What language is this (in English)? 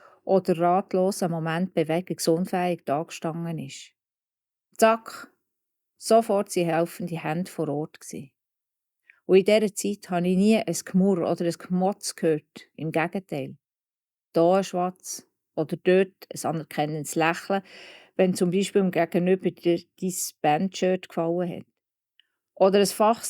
Swiss German